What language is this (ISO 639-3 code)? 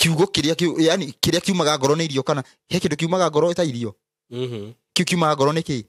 kik